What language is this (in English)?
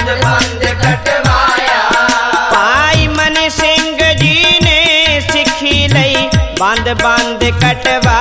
Punjabi